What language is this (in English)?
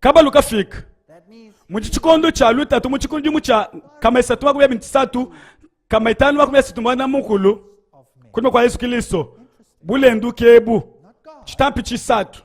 Luba-Lulua